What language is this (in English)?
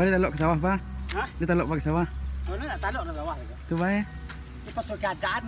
Minangkabau